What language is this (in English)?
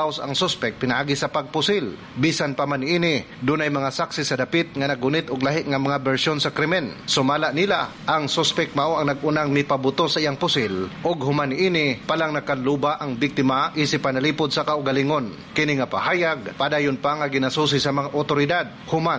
Cebuano